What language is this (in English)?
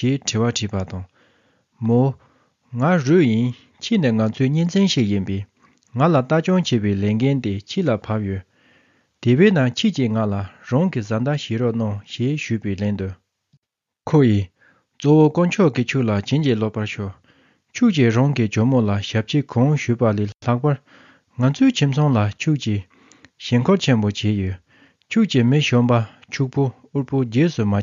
Tibetan